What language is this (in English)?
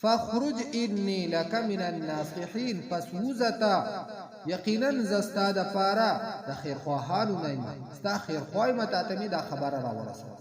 Pashto